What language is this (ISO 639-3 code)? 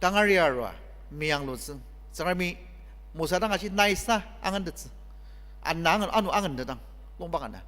njo